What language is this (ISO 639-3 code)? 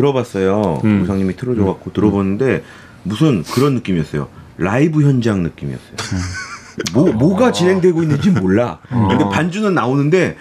kor